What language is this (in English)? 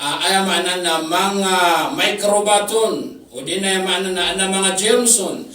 Maranao